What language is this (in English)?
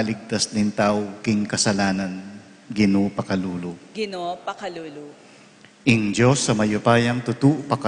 Pampanga